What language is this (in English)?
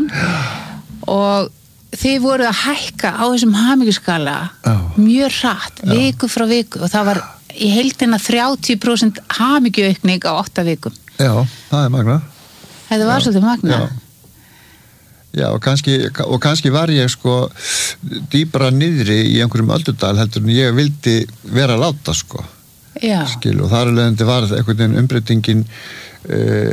Icelandic